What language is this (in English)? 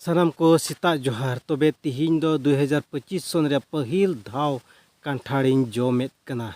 Santali